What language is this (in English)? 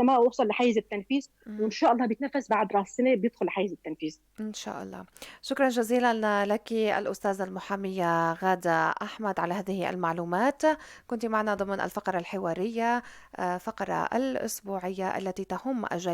North Levantine Arabic